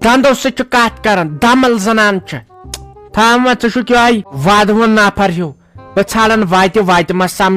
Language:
Kashmiri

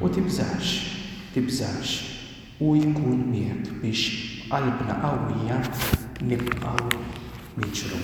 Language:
Maltese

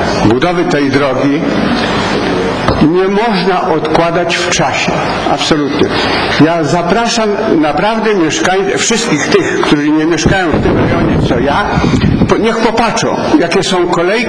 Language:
Polish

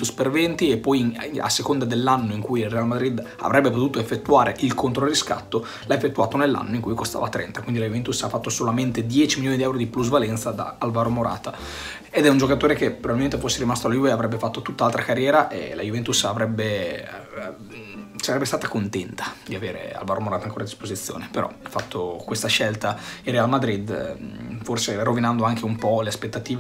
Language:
Italian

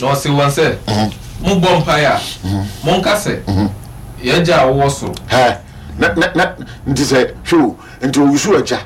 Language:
Akan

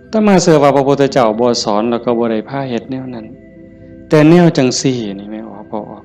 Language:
Northeastern Thai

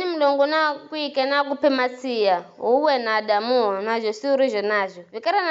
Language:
Giryama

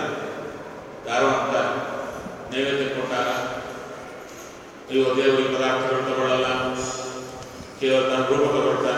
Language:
Kannada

